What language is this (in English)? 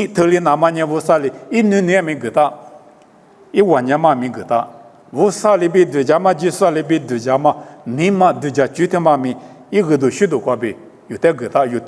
Lisu